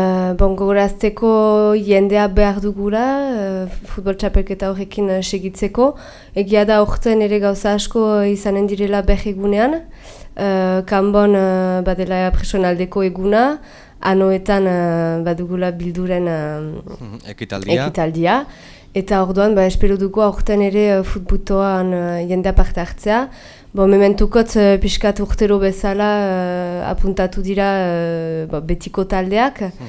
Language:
Basque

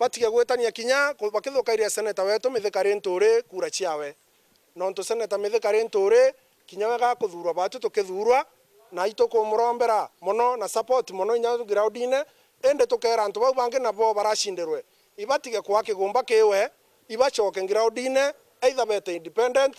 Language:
Meru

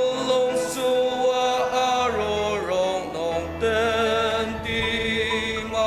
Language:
Ao Naga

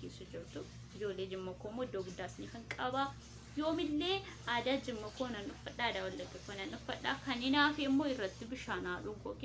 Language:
Oromo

